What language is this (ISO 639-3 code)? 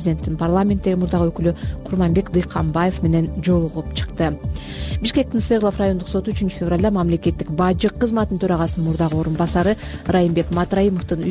kir